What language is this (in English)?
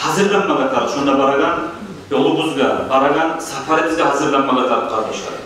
Kumyk